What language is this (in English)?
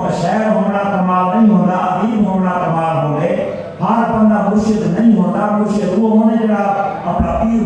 Saraiki